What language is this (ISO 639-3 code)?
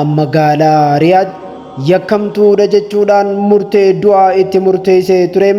orm